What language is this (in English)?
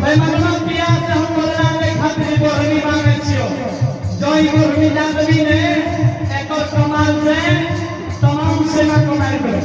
Angika